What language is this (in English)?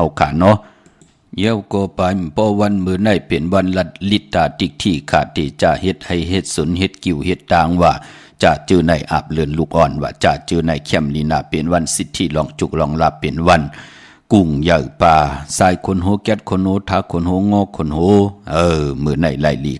Shan